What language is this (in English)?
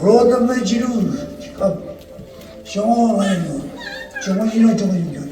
Marshallese